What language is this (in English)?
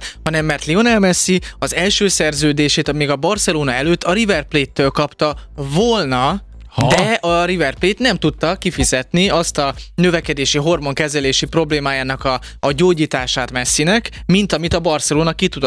Hungarian